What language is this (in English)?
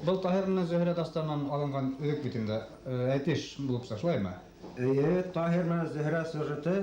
Bashkir